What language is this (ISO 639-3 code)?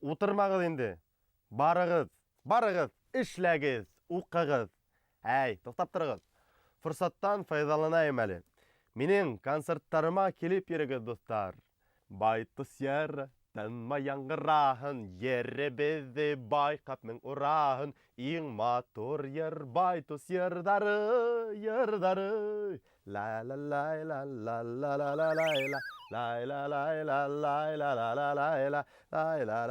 bak